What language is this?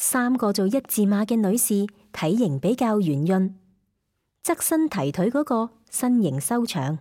Cantonese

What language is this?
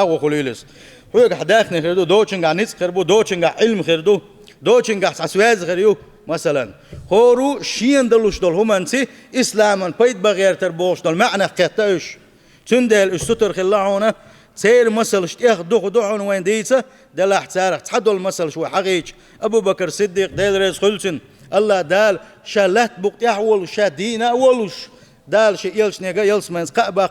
Chechen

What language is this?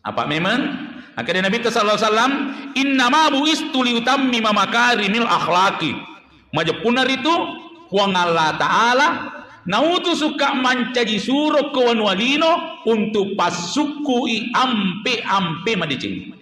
Buginese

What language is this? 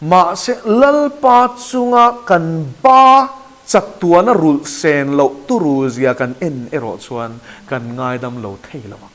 Mizo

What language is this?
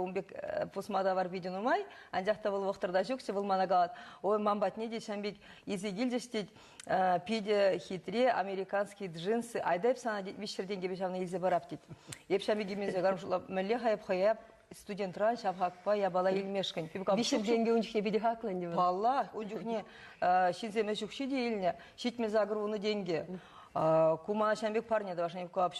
Chuvash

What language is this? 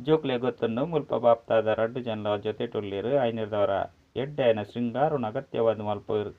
Tulu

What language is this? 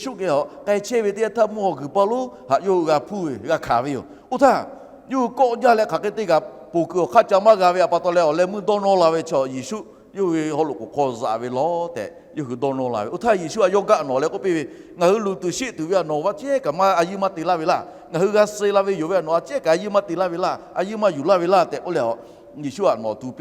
Lahu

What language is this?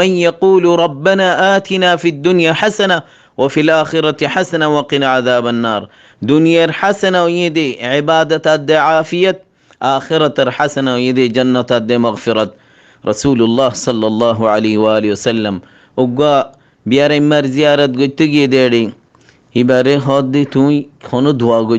Rohingya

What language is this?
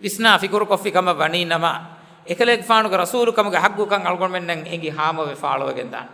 Divehi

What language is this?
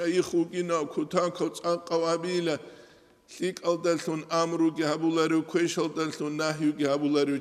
Avaric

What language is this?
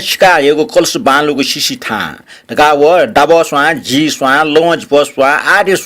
Newari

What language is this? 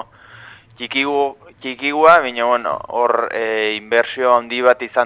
Basque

